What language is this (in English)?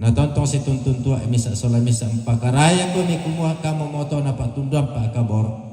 Toraja-Sa'dan